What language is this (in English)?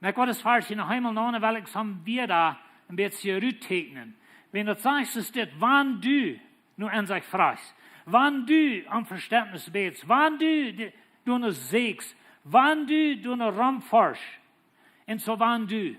Plautdietsch